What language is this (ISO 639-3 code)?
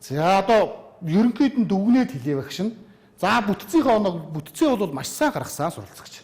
mon